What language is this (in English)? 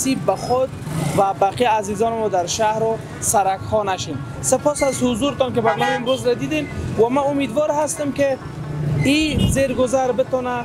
Persian